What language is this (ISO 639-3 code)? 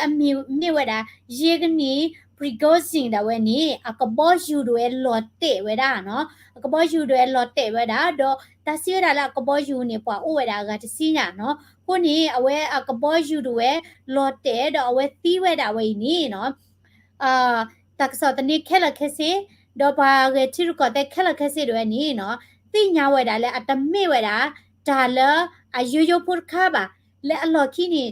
ksw